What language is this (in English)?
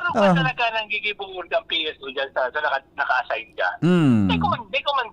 Bikol